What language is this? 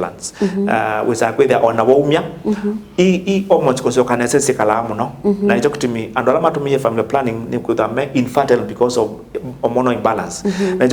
Kamba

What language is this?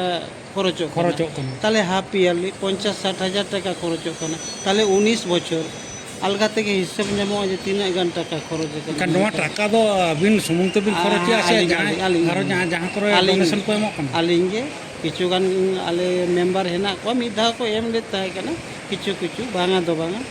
Santali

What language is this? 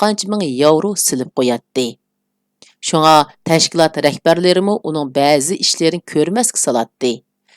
Uyghur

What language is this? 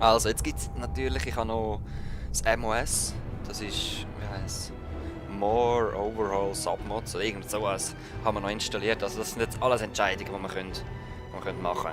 Swiss German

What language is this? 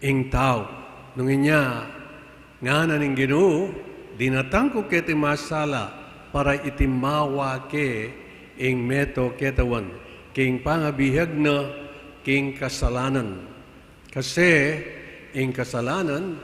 Pampanga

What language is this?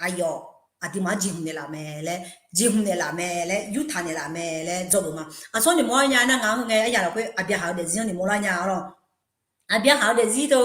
Akha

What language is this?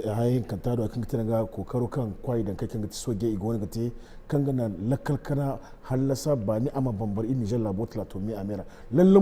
Zarma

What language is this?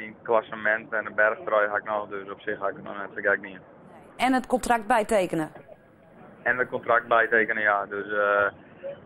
Western Frisian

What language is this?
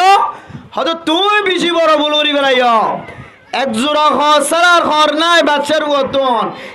Rohingya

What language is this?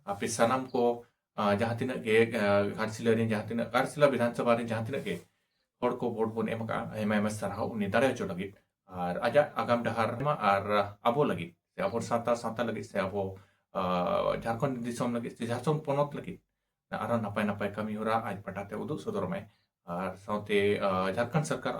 Santali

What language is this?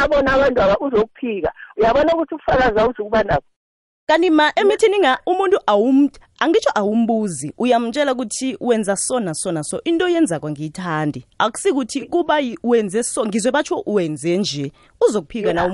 South Ndebele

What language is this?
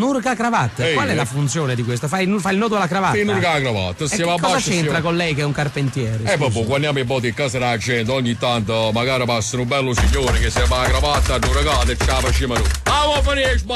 Neapolitan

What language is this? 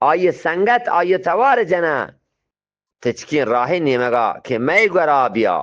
Eastern Balochi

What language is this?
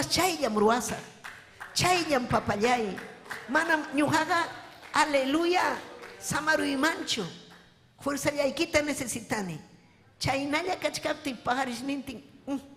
Ayacucho Quechua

